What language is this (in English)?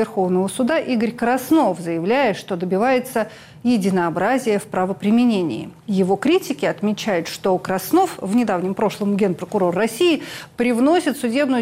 Russian